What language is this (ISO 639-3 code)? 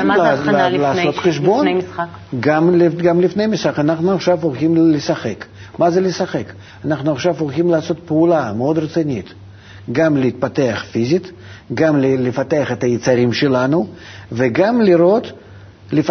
heb